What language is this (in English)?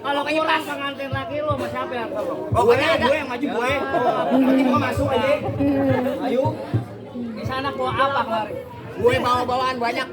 Betawi